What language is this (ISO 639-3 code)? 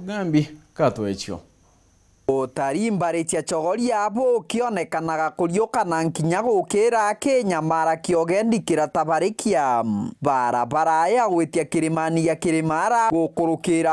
mer